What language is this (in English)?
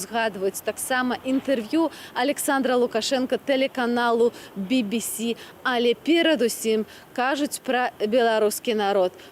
Belarusian